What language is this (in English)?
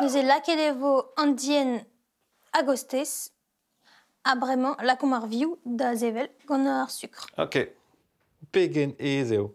Breton